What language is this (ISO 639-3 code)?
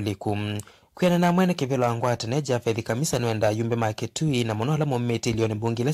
kam